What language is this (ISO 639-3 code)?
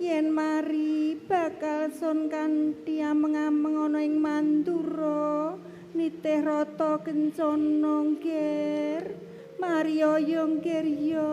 jav